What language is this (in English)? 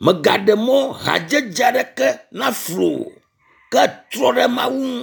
Ewe